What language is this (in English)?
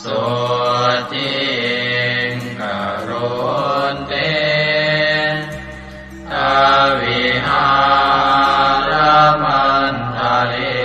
Pali